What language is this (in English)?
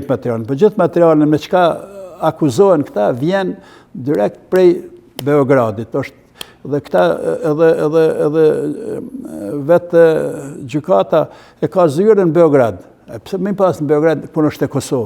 Albanian